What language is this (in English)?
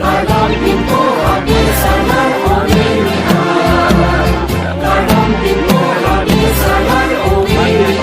Karbi